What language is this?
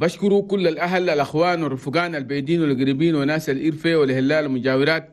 Chadian Arabic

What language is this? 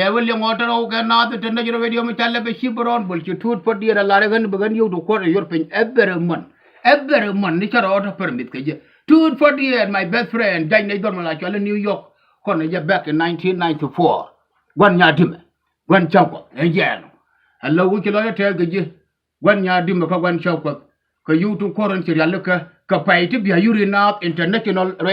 Nuer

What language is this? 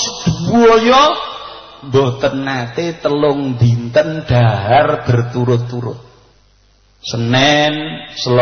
Javanese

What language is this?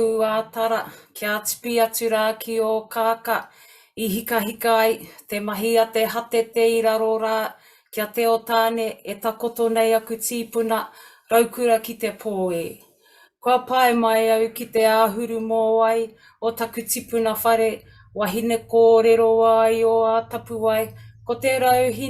Māori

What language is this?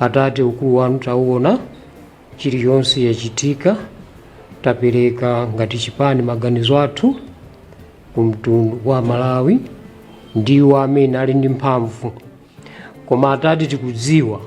Nyanja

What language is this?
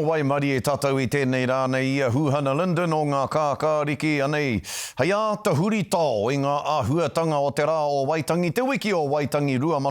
Māori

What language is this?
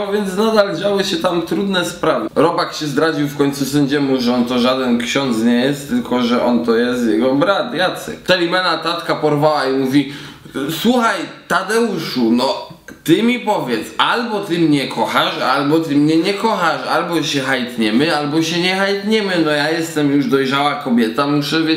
Polish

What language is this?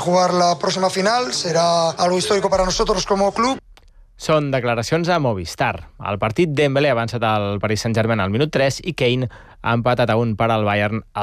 Catalan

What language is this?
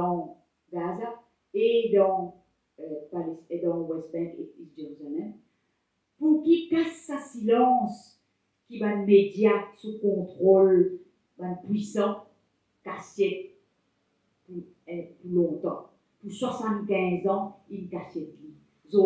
Morisyen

